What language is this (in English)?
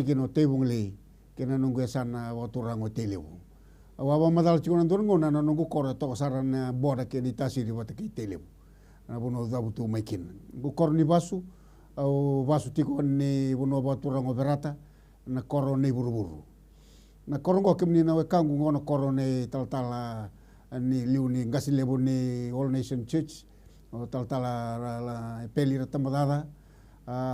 Fijian